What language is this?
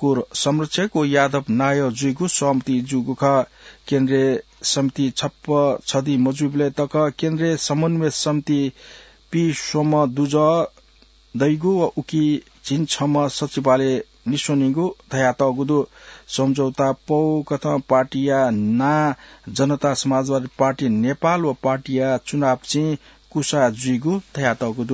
Newari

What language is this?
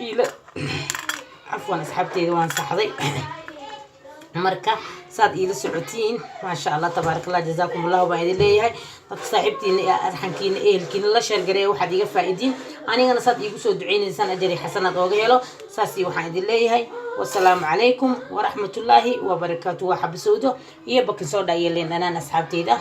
Somali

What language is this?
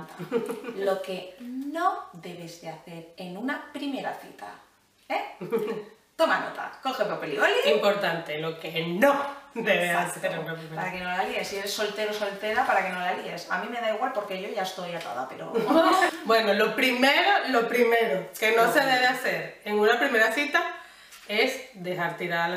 Spanish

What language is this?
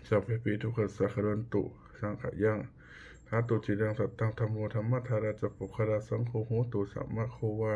Pali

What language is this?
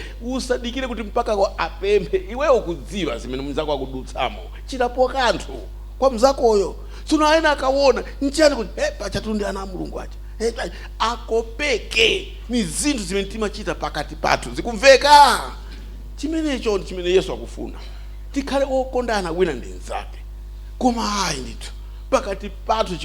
Nyanja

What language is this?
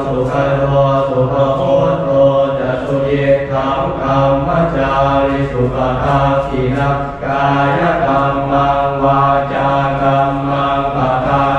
Pali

